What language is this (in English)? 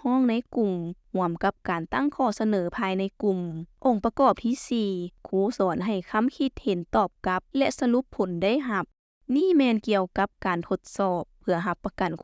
Lao